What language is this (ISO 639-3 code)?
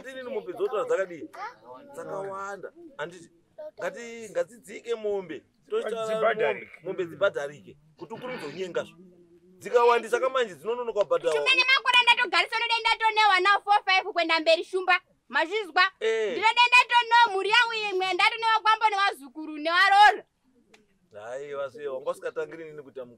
sna